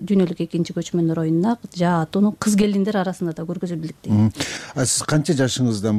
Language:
Kyrgyz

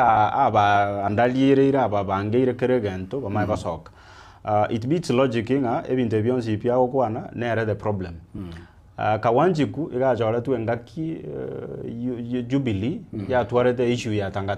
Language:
Gusii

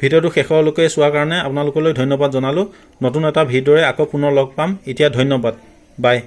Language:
Assamese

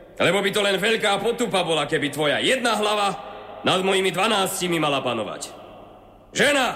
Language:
Slovak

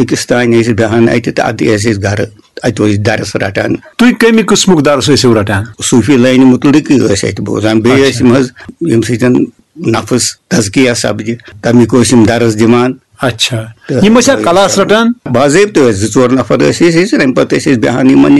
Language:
Kashmiri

